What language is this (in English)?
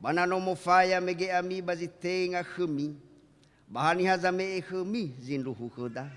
Nias